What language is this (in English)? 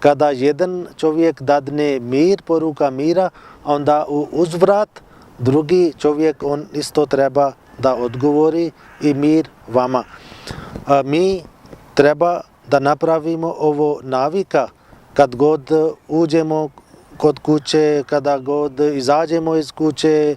Bosnian